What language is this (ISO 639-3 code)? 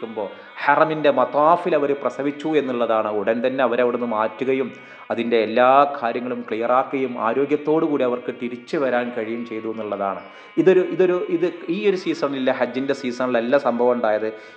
mal